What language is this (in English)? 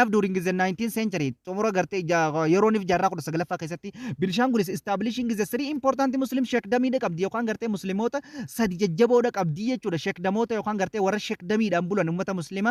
Oromo